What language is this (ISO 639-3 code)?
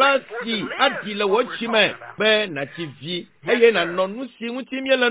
ewe